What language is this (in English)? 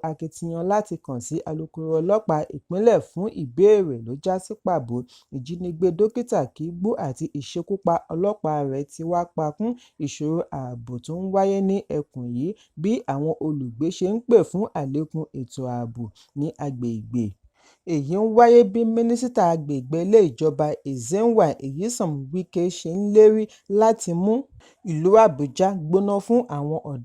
Yoruba